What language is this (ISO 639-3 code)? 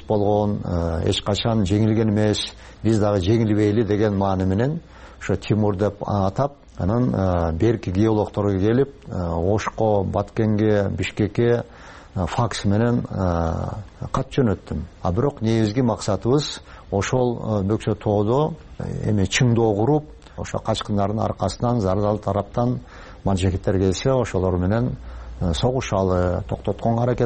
kir